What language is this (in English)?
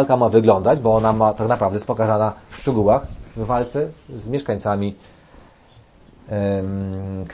Polish